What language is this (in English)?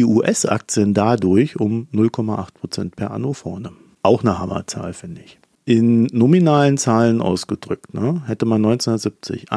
German